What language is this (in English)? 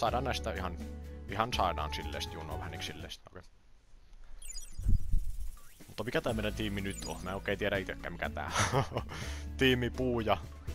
Finnish